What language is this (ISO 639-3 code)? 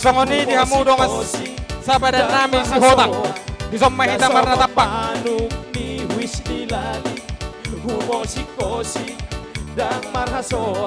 bbc